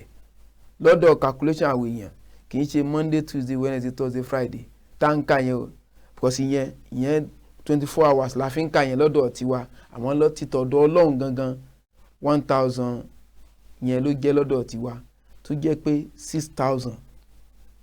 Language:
Yoruba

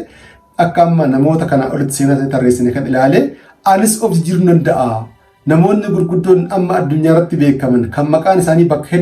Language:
Oromo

